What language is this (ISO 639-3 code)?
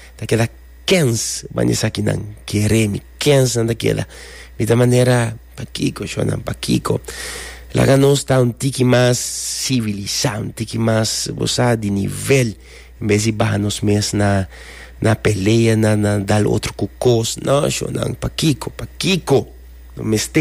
pap